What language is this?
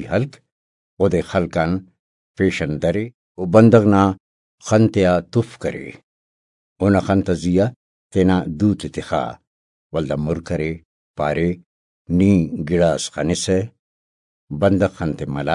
Brahui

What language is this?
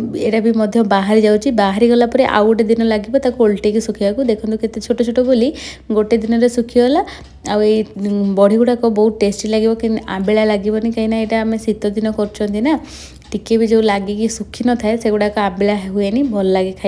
Odia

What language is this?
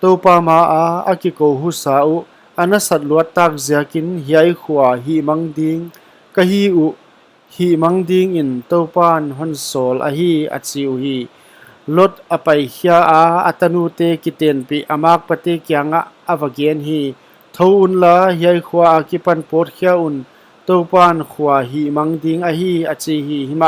Paite Chin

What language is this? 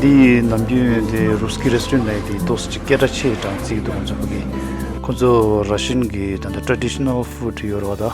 Tibetan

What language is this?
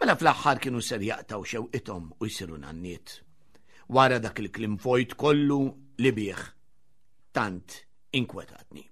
Maltese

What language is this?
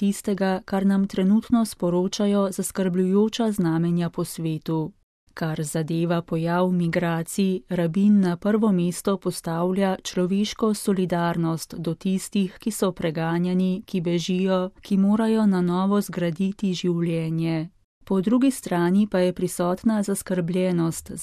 Slovenian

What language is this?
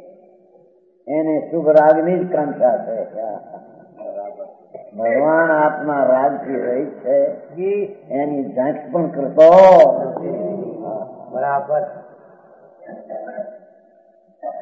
Gujarati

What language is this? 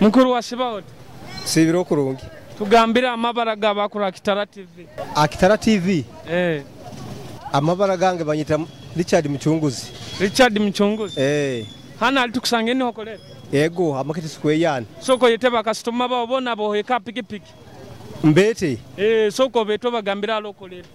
Nyoro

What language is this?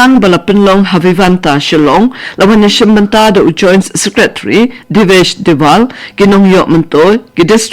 Khasi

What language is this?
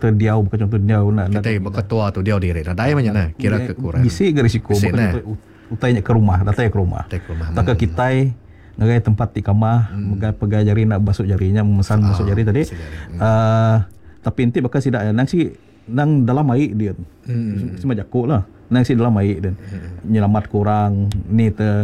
Iban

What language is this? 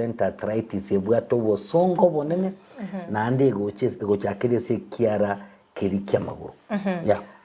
Gusii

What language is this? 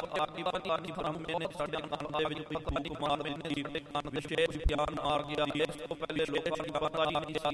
Punjabi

